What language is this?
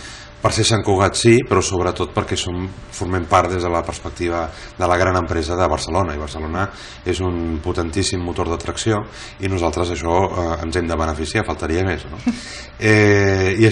Catalan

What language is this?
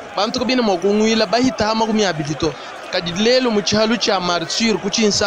Luba-Lulua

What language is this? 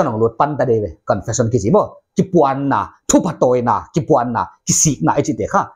Paite Chin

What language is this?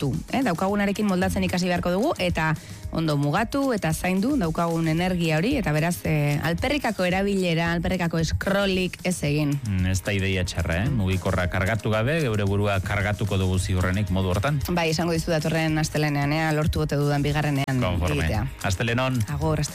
Basque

